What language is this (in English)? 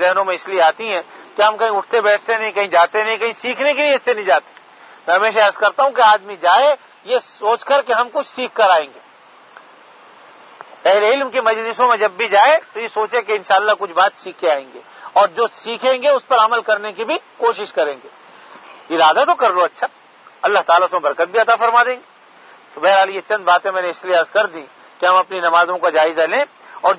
Urdu